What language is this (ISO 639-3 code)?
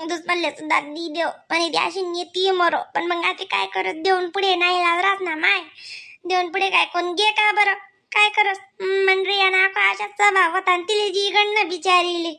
khn